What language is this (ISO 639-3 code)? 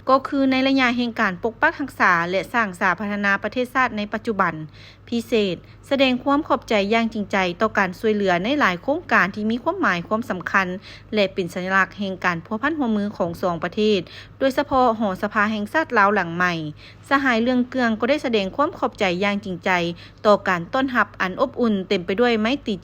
lao